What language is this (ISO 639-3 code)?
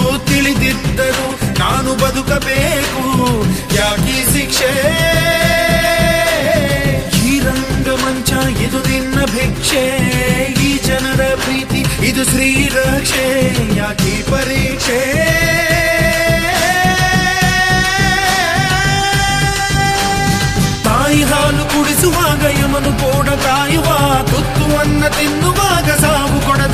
kan